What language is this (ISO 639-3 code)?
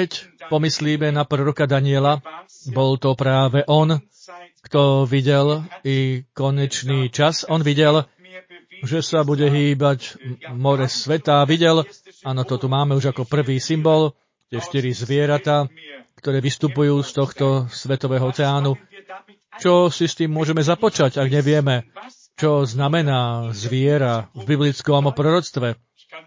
slk